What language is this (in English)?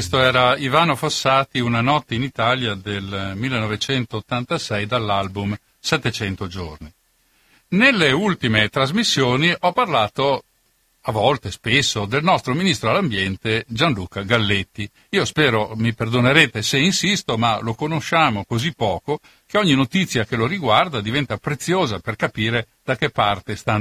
Italian